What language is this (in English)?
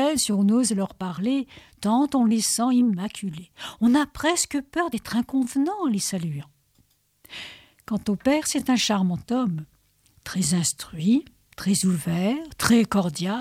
French